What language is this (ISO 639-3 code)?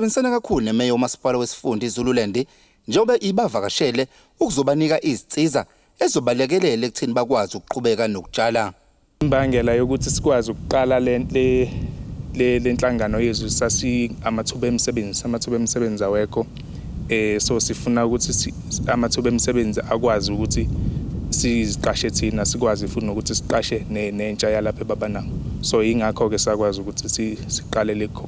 zul